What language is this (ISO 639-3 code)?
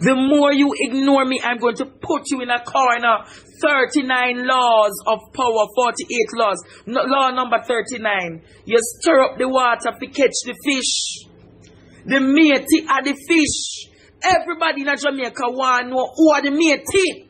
jam